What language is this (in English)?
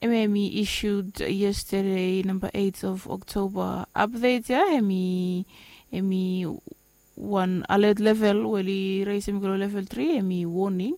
Bislama